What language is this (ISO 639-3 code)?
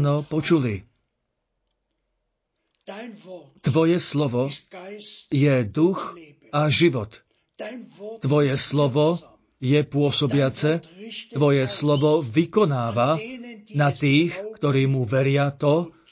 slk